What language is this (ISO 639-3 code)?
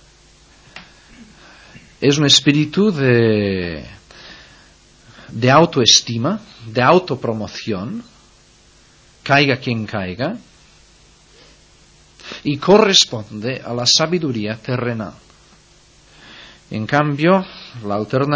spa